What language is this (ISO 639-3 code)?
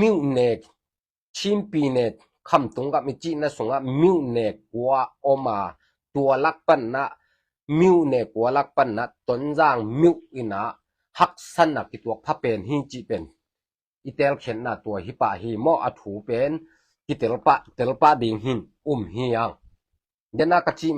ctd